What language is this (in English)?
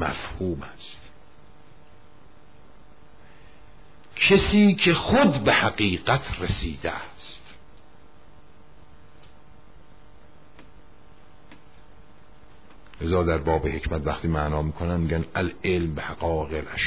Persian